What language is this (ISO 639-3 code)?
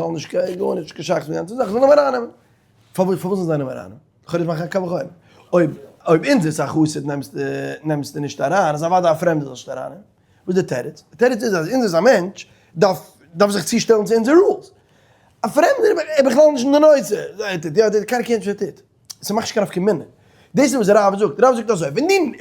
yid